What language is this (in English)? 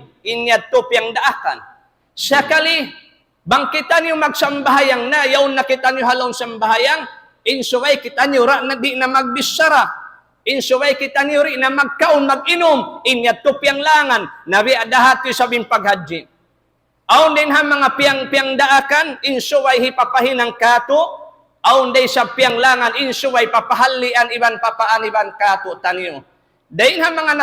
Tausug